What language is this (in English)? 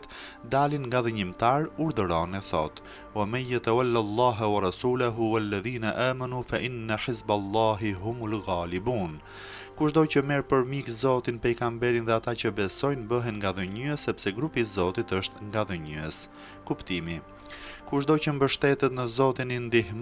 Albanian